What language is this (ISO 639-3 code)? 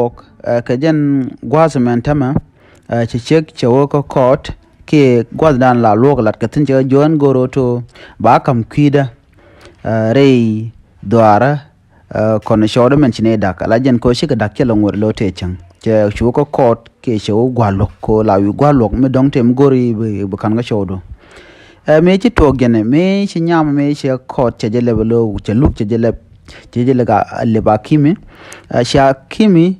nus